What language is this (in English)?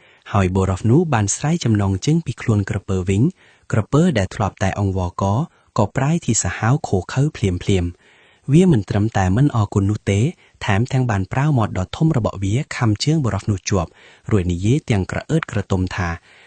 Khmer